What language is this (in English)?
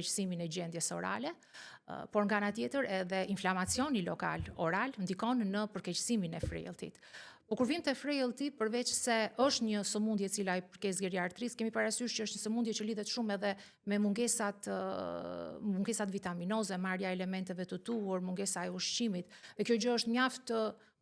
Albanian